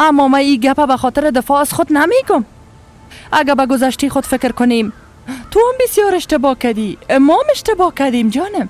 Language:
Persian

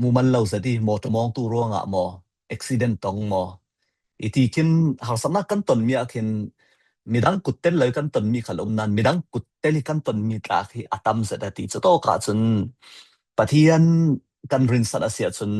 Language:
Falam Chin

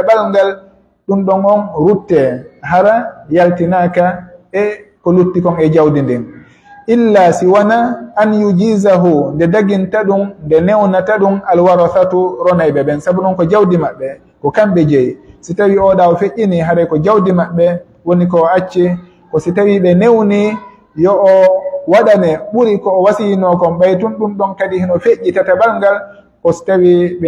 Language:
Pular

